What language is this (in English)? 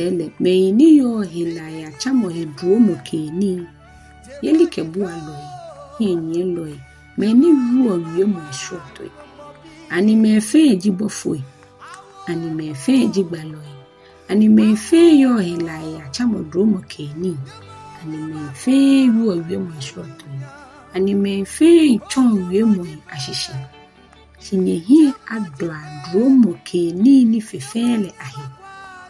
Ga